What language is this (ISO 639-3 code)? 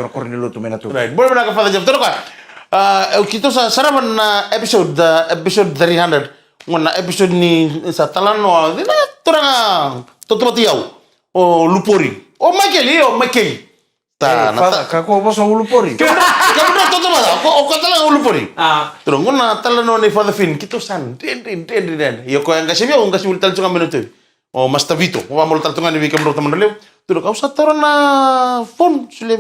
fij